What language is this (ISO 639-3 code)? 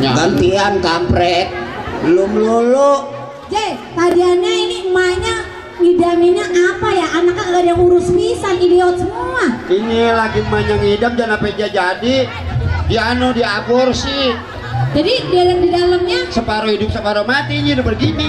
bew